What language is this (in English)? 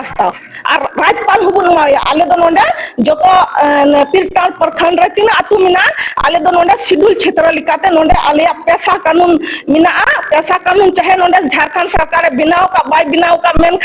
Santali